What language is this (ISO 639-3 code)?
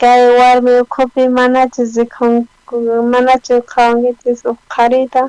quh